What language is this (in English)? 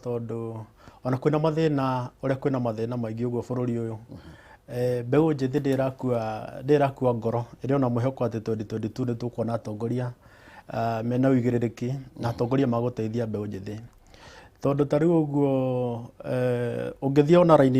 Kikuyu